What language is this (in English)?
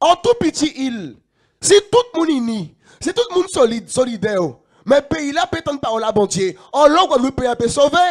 Guadeloupean Creole French